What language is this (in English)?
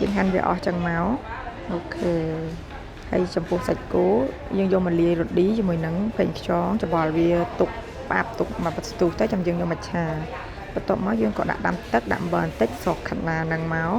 Khmer